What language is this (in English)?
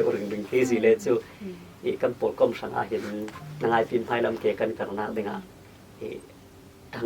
Falam Chin